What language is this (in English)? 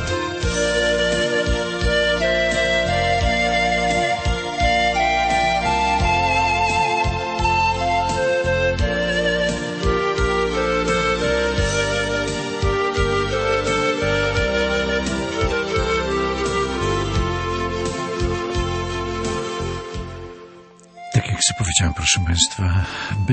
Polish